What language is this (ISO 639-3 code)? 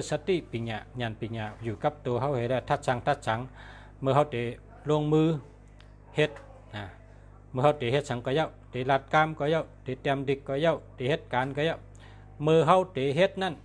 shn